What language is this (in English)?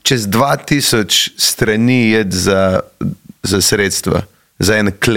Slovenian